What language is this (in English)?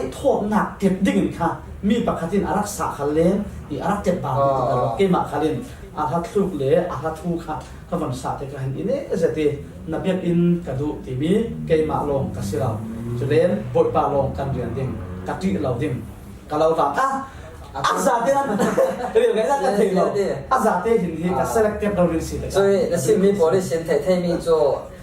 Falam Chin